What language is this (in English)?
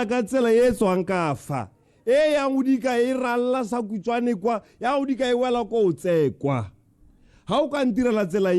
Tswana